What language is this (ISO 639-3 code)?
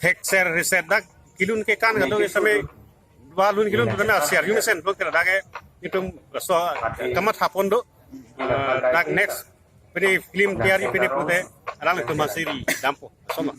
mjw